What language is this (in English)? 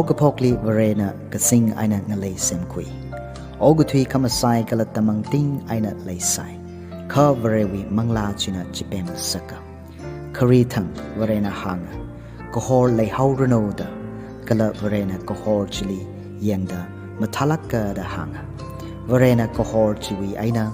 Tangkhul Naga (India)